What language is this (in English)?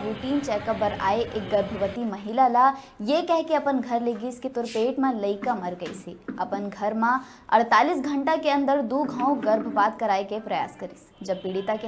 Chhattisgarhi